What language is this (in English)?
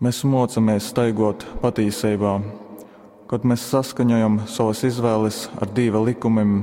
Latgalian